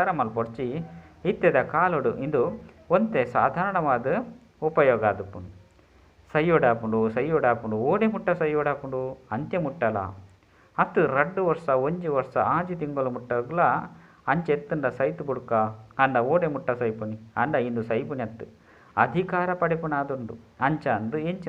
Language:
Tulu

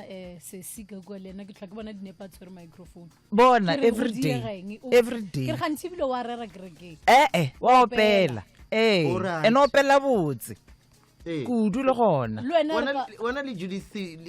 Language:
Northern Sotho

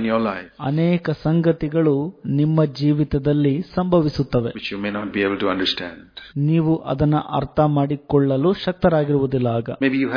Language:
Kannada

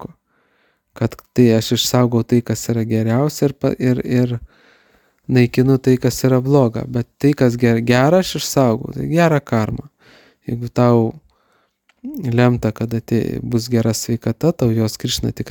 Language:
Lithuanian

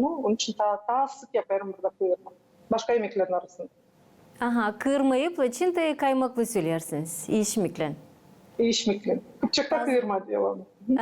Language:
Gagauz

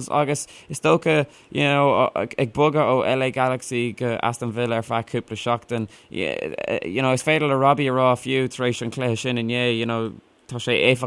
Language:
Irish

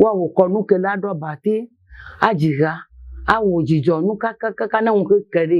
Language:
Ewe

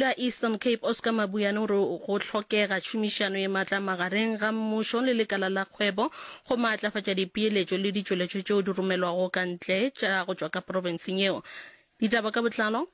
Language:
Northern Sotho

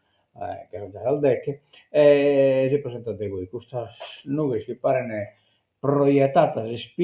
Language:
Sardinian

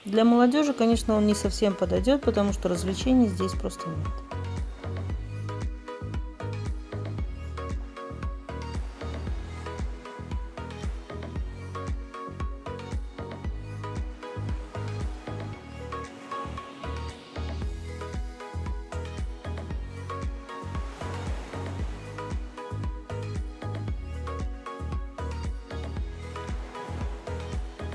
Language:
Russian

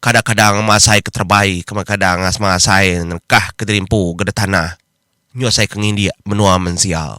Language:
Iban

